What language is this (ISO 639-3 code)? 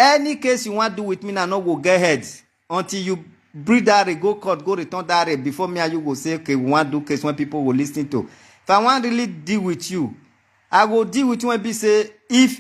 pcm